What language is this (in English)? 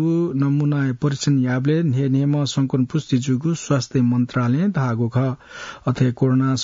Newari